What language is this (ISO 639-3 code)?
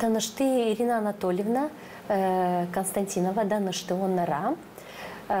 gag